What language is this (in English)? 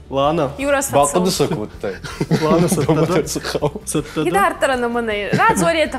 Ossetic